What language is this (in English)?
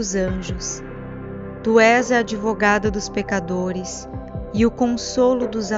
Portuguese